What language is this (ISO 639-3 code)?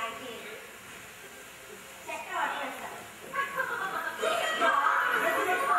tel